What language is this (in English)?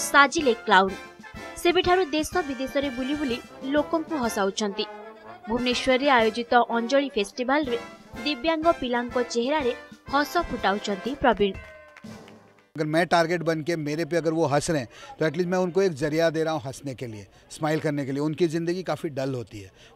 Odia